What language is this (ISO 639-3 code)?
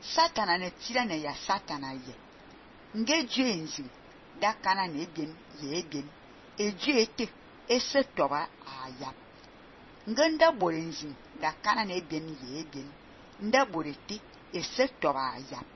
fan